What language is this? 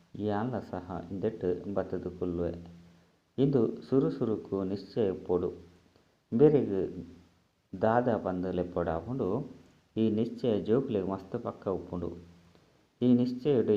Tulu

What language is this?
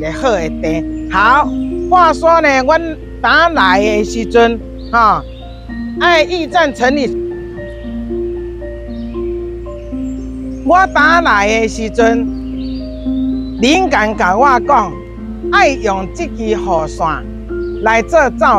Min Nan Chinese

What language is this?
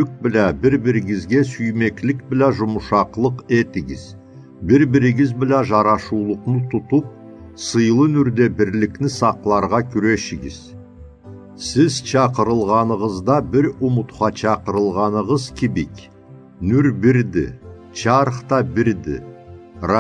Karachay-Balkar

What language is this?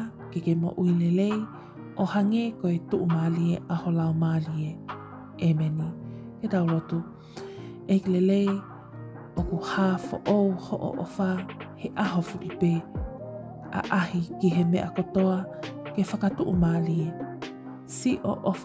Tongan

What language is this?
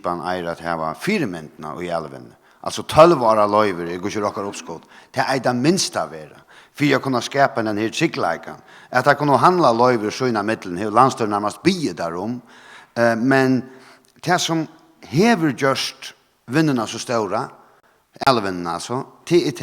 Faroese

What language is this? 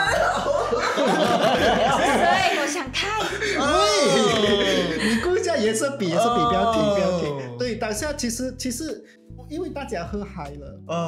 Chinese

